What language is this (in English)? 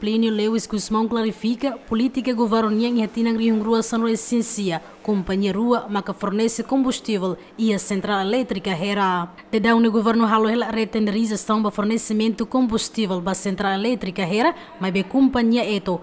Tetum